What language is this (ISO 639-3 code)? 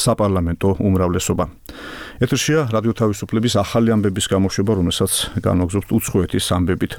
kat